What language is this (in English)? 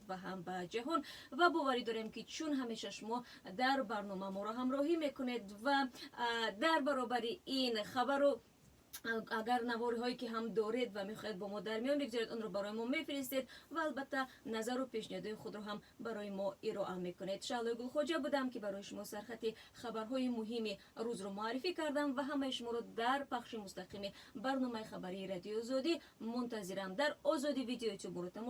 Tajik